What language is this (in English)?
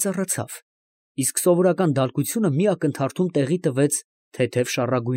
Armenian